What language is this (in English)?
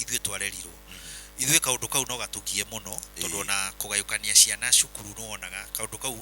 Kikuyu